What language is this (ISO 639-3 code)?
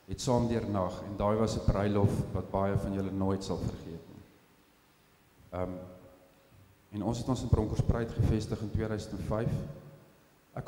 afr